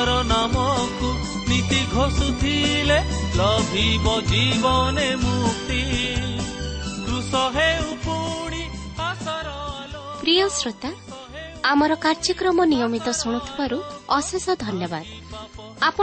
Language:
Odia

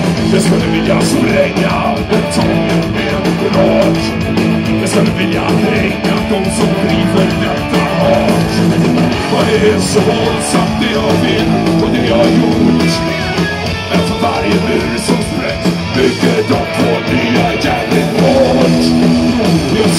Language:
Swedish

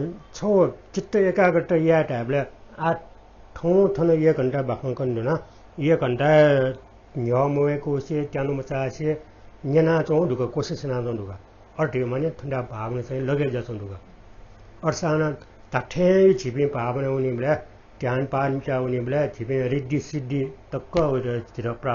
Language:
Newari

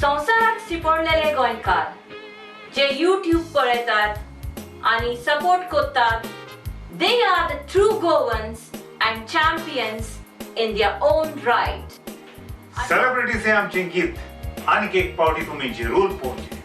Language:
Konkani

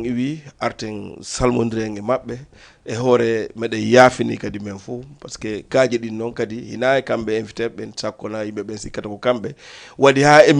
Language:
Fula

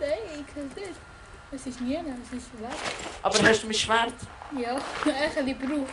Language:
Swiss German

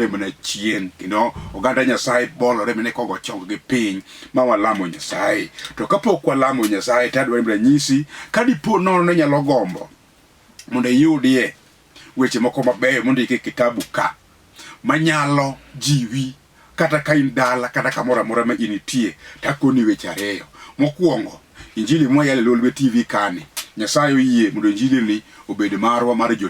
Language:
Luo (Kenya and Tanzania)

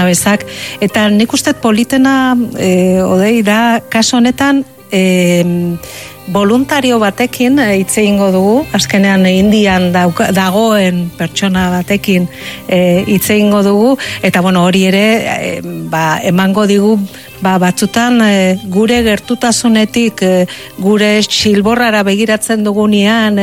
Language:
Basque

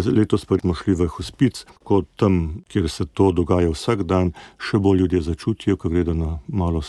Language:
Slovenian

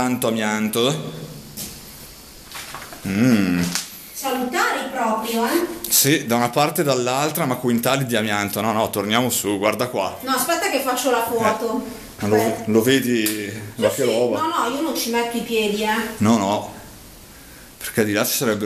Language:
Italian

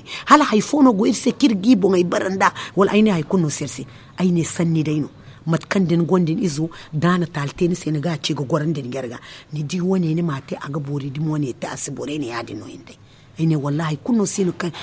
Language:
Zarma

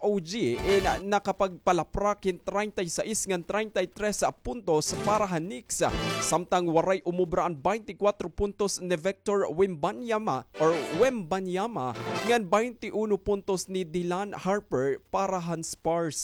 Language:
Waray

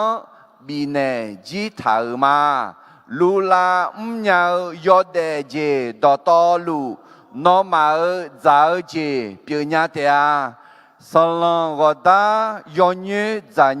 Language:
Akha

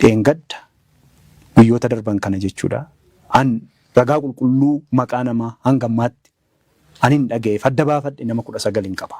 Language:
Oromo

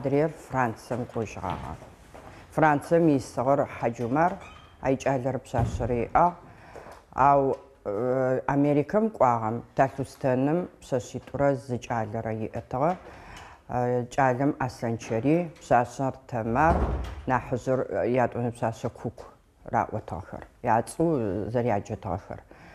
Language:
Adyghe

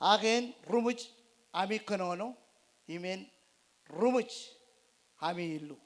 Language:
Marshallese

